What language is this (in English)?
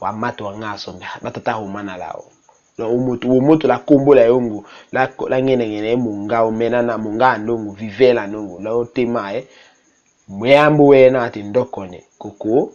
Tetela